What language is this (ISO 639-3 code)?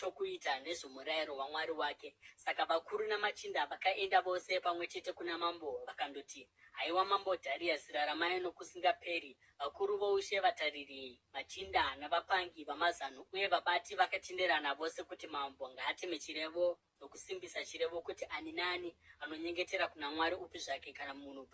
sna